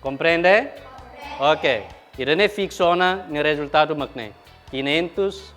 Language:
Tetum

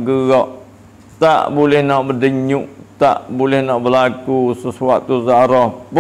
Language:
Malay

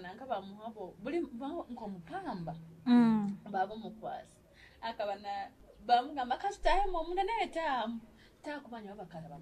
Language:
Nyoro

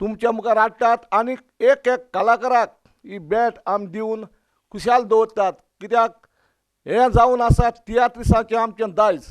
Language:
Konkani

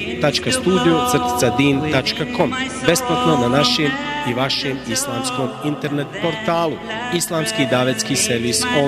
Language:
Bosnian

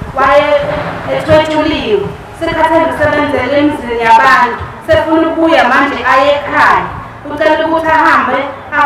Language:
Zulu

